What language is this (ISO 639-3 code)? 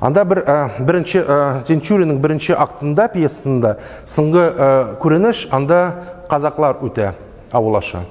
tat